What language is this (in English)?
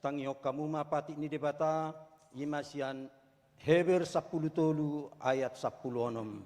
Batak Toba